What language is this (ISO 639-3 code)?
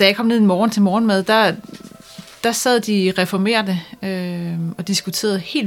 dan